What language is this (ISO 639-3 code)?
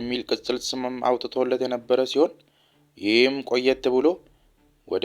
amh